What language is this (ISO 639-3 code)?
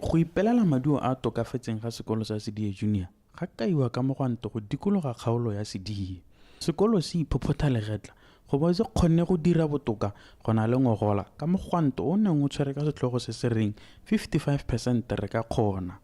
tsn